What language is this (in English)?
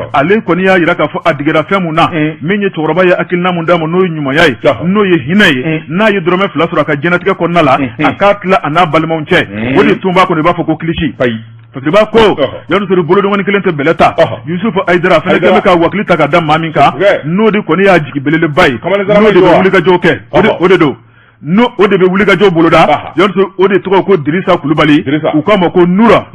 Bambara